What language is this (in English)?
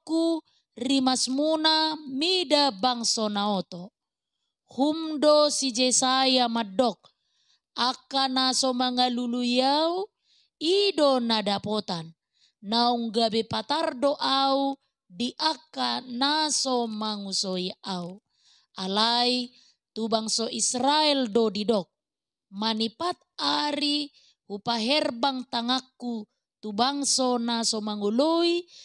Batak Toba